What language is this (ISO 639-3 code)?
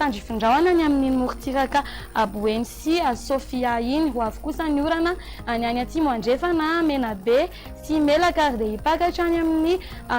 mlg